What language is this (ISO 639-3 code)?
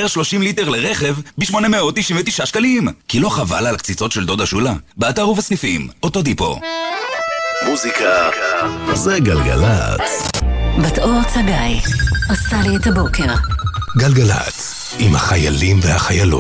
heb